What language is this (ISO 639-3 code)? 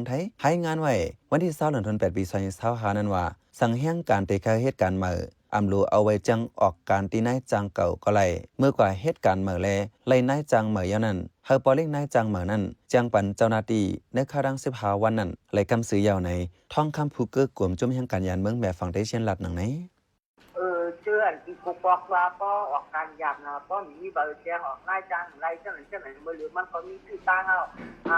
shn